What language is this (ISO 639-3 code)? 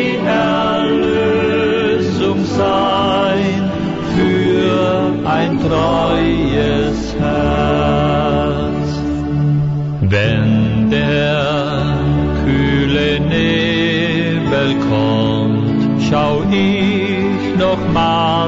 deu